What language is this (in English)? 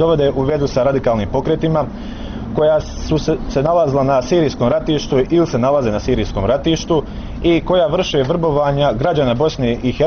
Bosnian